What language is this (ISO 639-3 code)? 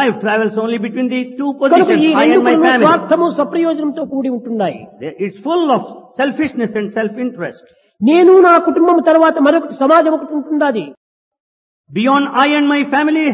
tel